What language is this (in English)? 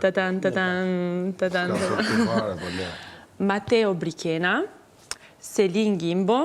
Albanian